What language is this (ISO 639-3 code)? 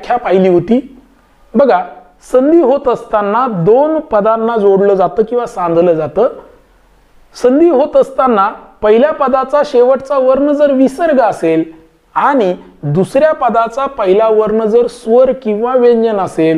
mar